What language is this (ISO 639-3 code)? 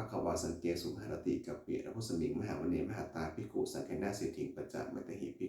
pli